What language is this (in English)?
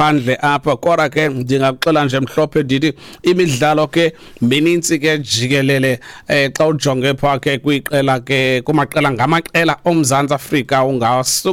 Xhosa